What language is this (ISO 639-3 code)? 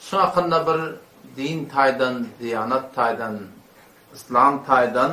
tuk